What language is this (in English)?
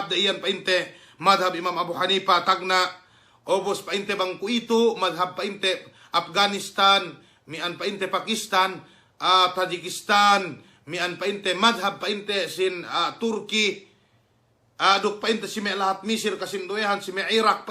Yakan